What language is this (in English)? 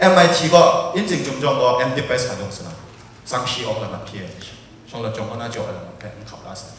Kachin